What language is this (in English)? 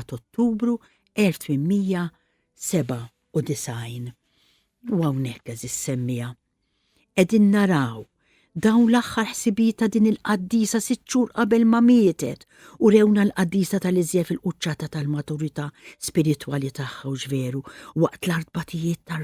Maltese